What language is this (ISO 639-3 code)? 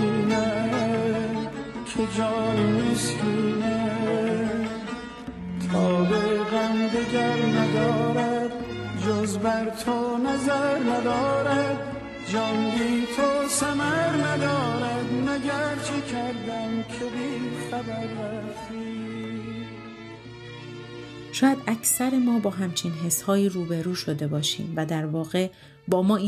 fas